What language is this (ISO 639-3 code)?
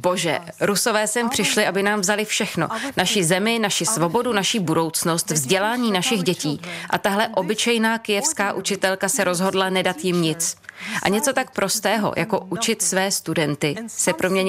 ces